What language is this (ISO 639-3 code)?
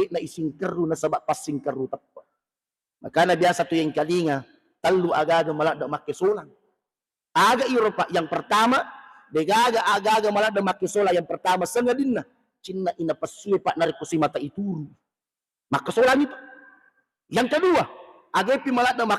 bug